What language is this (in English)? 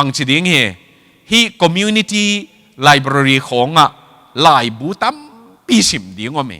Tedim Chin